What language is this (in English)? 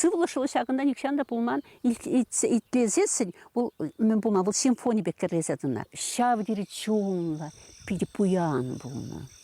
Chuvash